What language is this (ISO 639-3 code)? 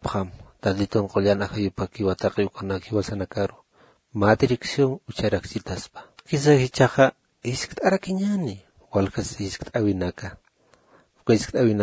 aym